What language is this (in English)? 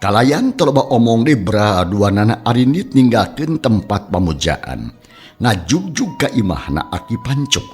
Sundanese